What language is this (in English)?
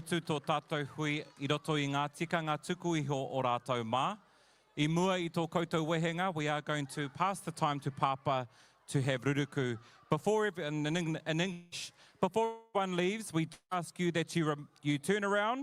Māori